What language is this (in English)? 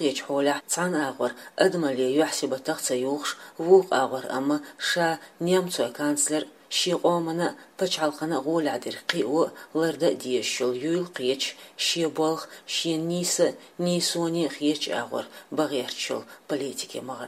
Chechen